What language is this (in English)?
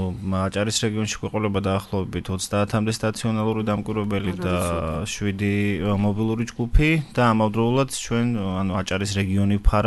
Georgian